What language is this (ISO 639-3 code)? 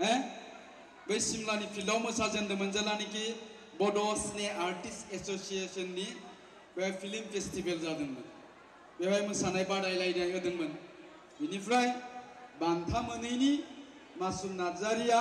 brx